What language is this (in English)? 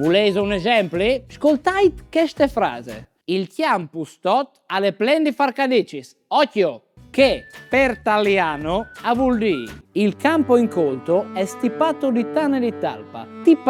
Friulian